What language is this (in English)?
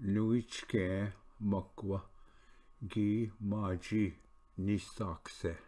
Ojibwa